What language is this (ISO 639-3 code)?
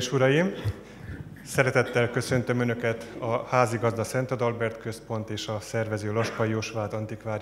hun